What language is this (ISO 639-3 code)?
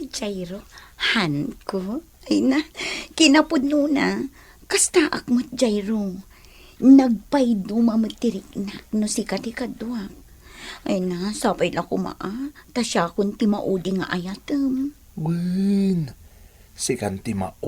ilo